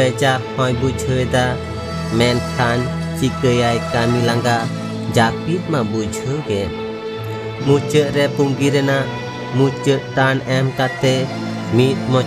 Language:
Santali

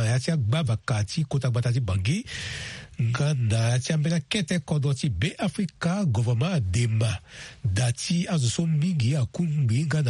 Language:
Sango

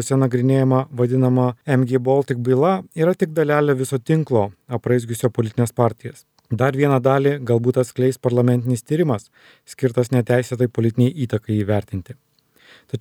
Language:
Lithuanian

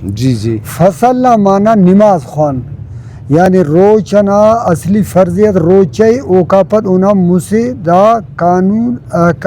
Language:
Brahui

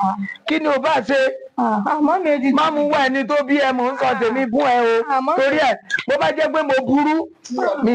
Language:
Yoruba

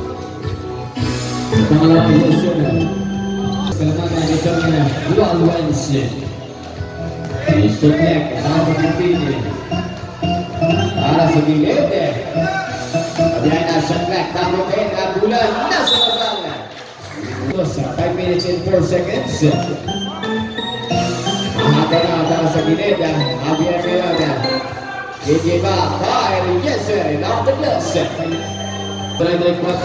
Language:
Filipino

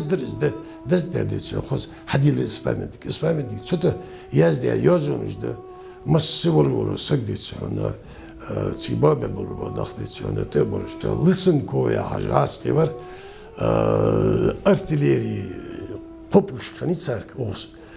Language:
Ingush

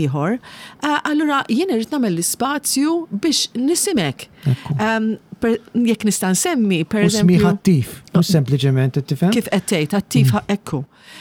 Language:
Maltese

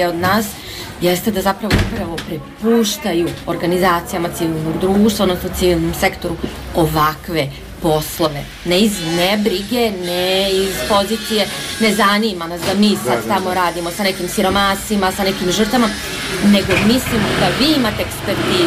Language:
Serbian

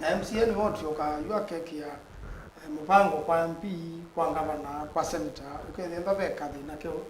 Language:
Kamba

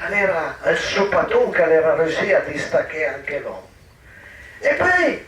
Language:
Piedmontese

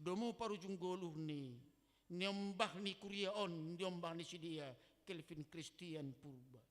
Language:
Batak Simalungun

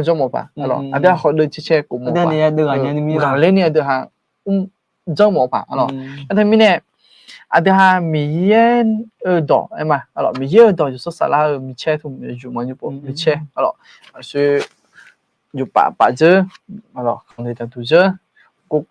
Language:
Akha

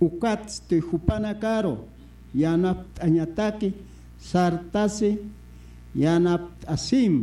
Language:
Aymara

